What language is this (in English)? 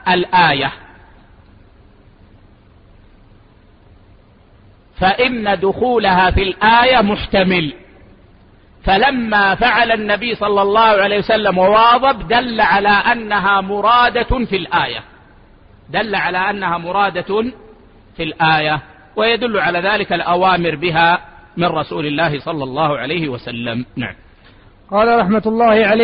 Arabic